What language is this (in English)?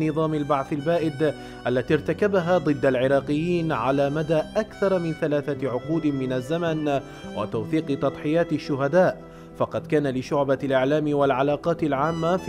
Arabic